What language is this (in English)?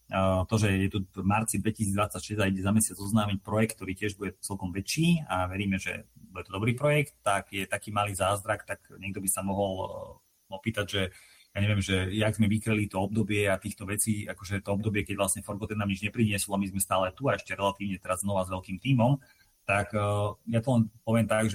Slovak